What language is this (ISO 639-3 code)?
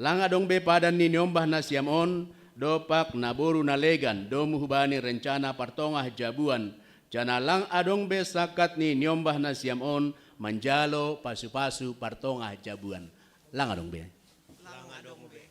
bts